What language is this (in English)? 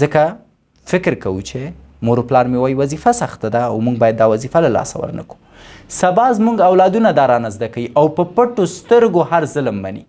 Pashto